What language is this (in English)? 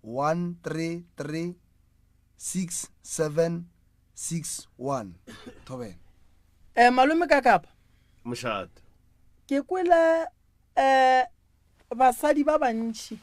Northern Sotho